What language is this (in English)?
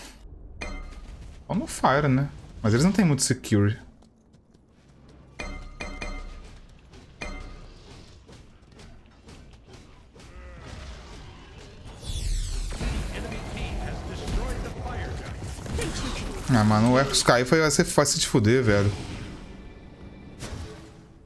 Portuguese